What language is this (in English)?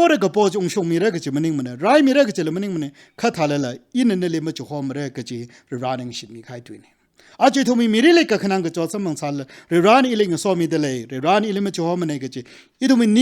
Tangkhul Naga (India)